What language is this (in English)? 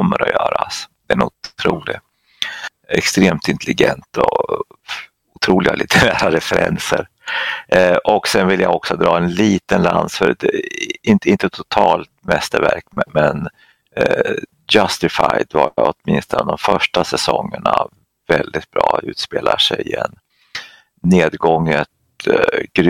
Swedish